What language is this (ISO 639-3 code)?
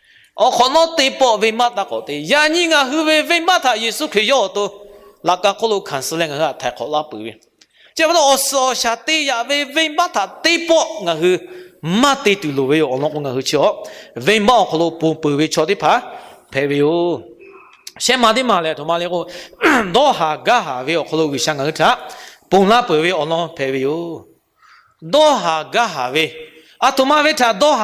lhu